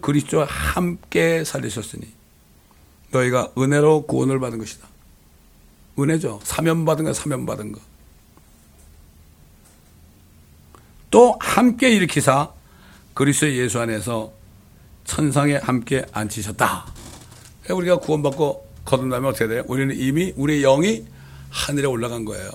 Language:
Korean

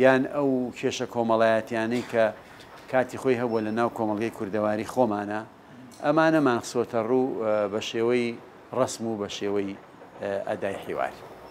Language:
Central Kurdish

